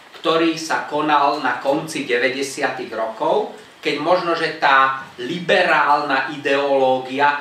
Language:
Slovak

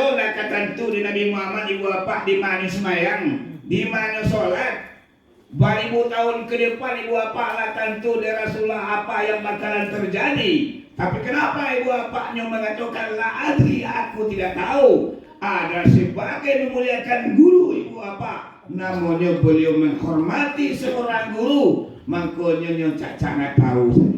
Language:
Minangkabau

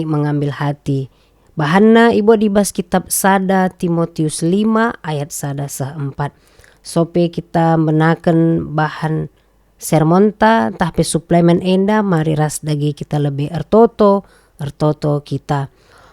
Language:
Batak Karo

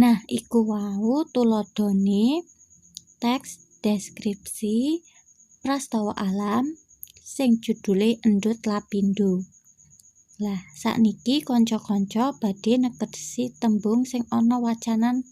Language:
Javanese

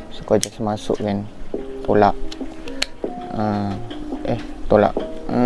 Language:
Malay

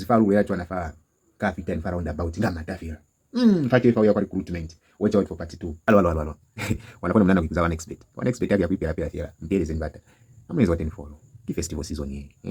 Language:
Lozi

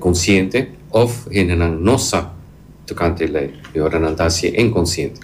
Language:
Papiamento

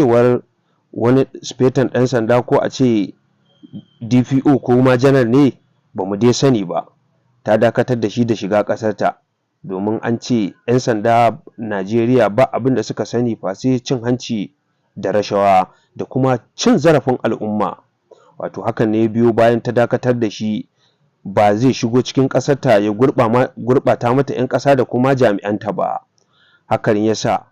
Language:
Hausa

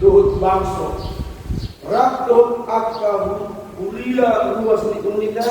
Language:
Batak Toba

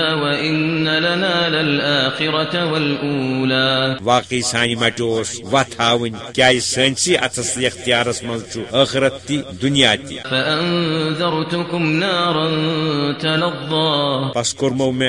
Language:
Kashmiri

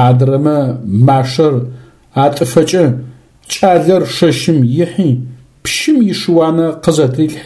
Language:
Adyghe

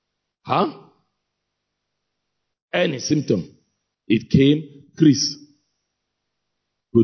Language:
English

